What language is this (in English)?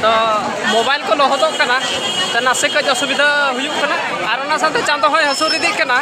Santali